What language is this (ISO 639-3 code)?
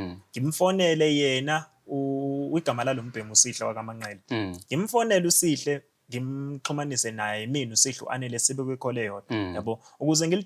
zul